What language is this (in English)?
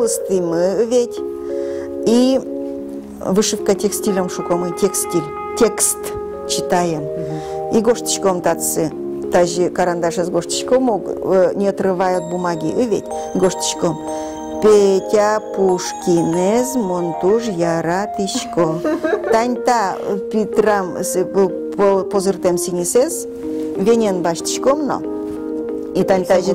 Udmurt